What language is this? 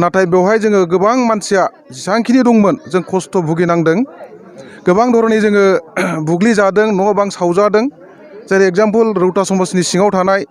Bodo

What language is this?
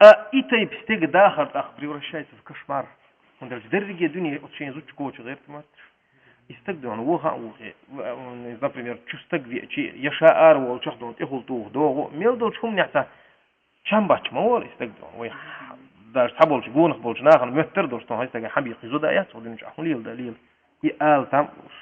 Chechen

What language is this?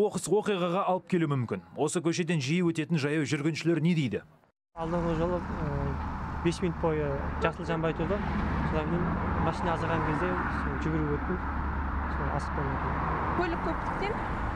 Kazakh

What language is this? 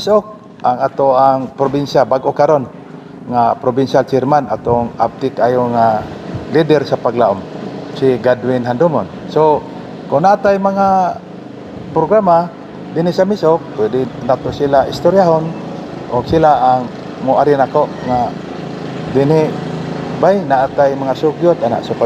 Cebuano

